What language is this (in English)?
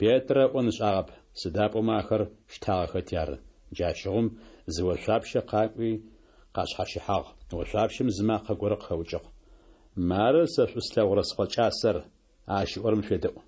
Adyghe